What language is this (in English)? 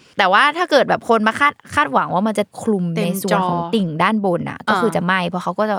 Thai